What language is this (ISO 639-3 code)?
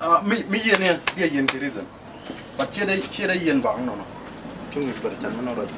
nus